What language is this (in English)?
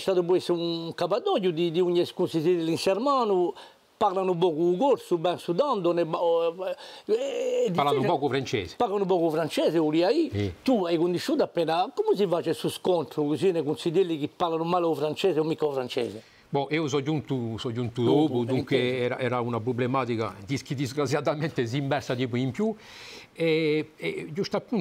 Corsican